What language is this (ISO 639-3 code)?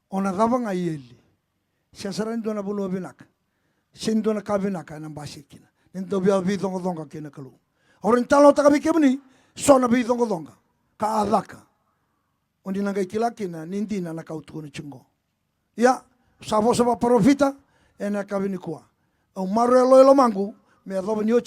fij